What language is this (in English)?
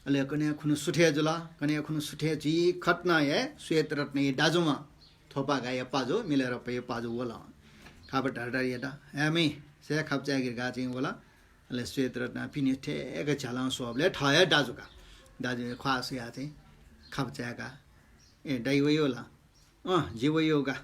Newari